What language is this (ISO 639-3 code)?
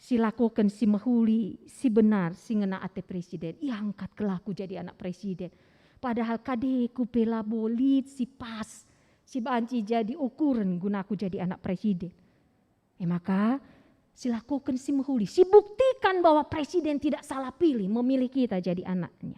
btx